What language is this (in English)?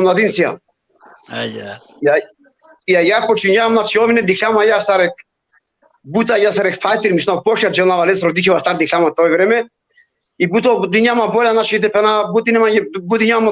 Balkan Romani